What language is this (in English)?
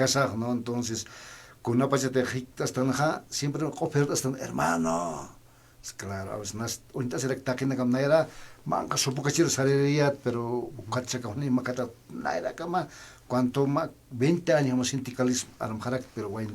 Aymara